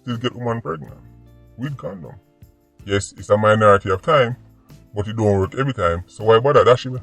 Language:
Jamaican Creole English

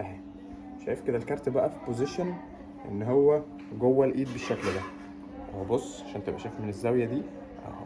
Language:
Egyptian Arabic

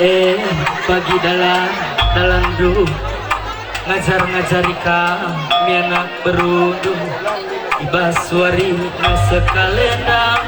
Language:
Batak Karo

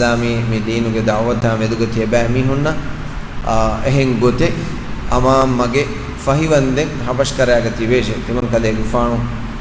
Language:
Divehi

